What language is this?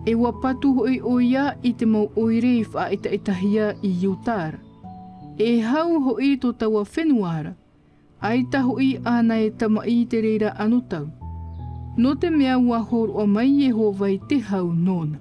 Tahitian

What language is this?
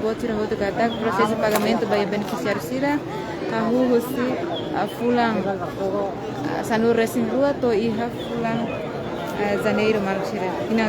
Tetum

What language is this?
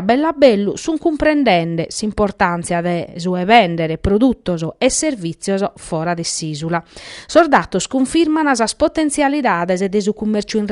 Sardinian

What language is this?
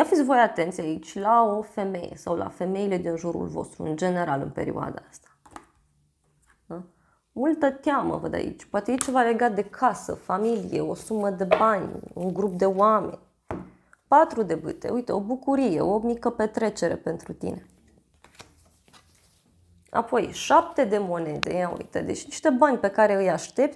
Romanian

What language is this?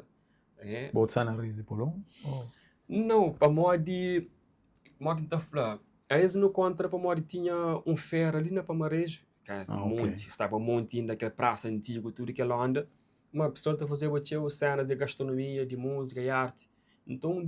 Kabuverdianu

